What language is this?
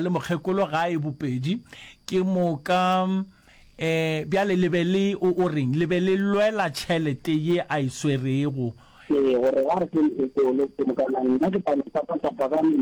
Northern Sotho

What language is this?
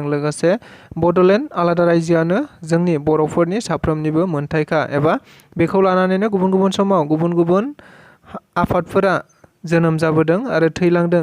Bodo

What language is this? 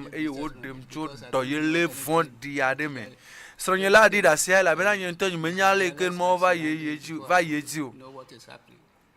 Ewe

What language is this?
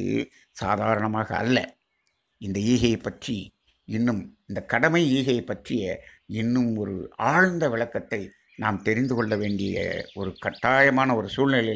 Tamil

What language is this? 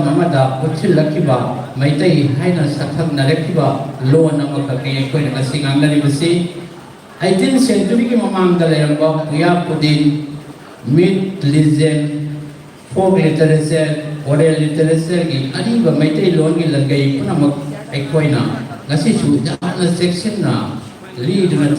Manipuri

